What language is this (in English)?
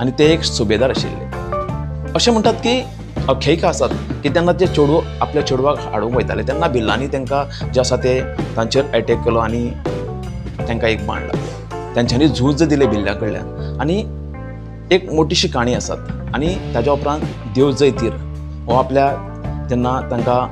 Konkani